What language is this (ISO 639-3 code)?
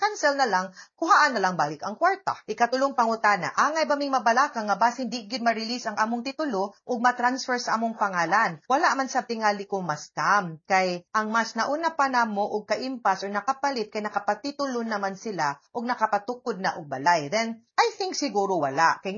ceb